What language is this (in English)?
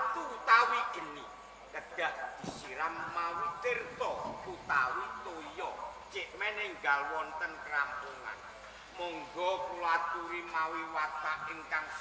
Javanese